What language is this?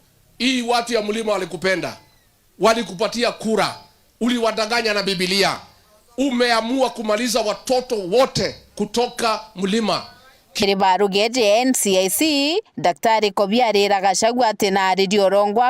Meru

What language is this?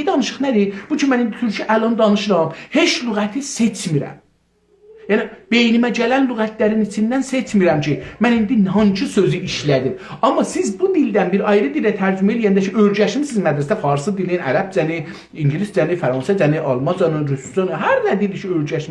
South Azerbaijani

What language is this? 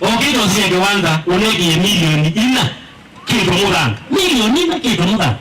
Kamba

